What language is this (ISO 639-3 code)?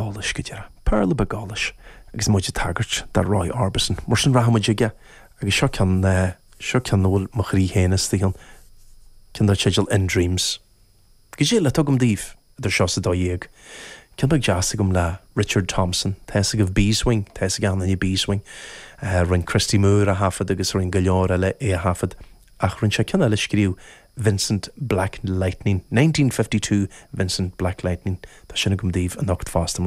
gle